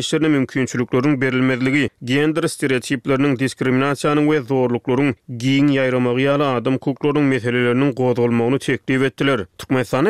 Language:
Turkmen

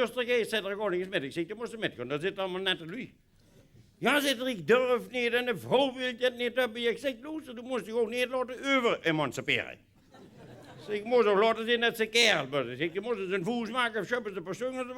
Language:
Limburgish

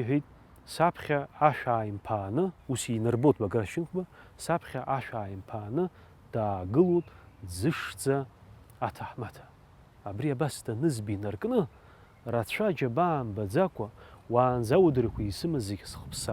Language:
Abkhazian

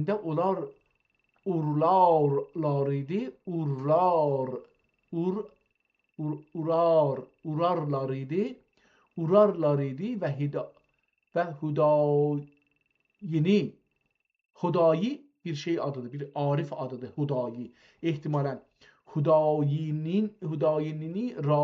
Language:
South Azerbaijani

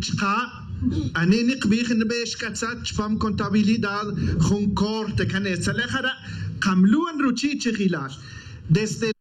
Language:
Tz'utujil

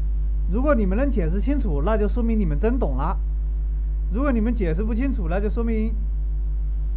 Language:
Chinese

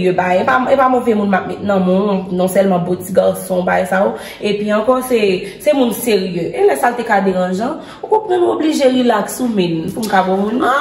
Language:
Haitian Creole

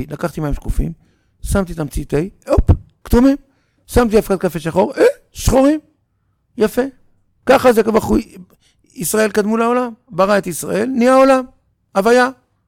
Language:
Hebrew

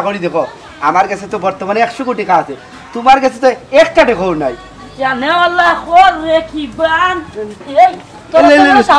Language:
Sylheti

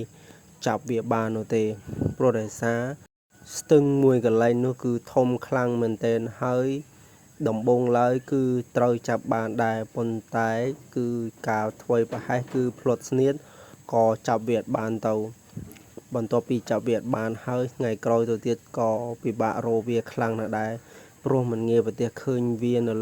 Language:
Khmer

